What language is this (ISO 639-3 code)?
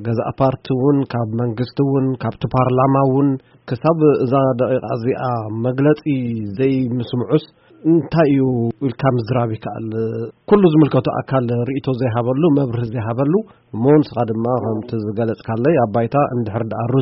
tir